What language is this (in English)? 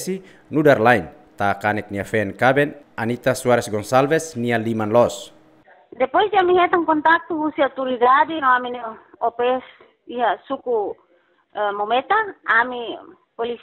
Tetum